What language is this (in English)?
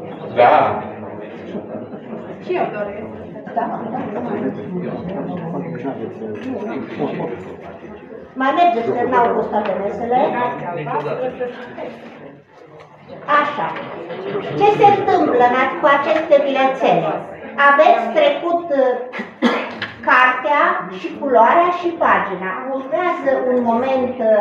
Romanian